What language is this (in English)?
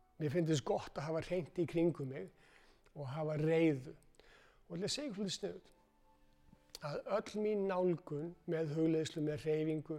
Icelandic